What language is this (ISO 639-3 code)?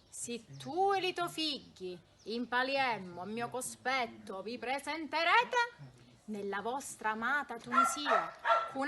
scn